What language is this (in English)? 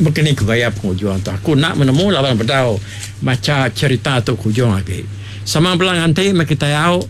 Iban